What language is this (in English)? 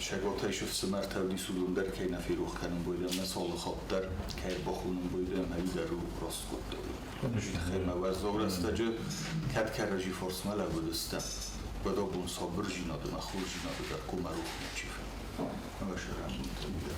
Ossetic